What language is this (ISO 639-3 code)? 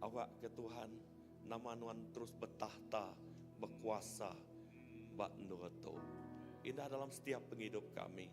iba